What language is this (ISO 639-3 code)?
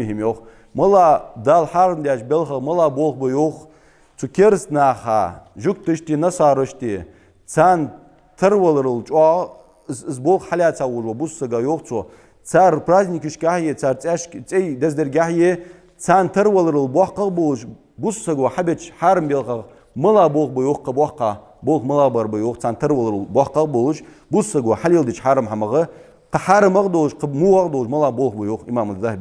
inh